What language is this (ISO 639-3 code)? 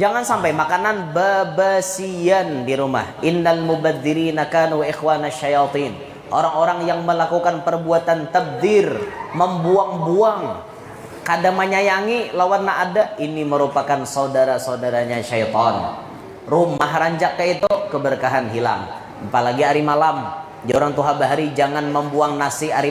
bjn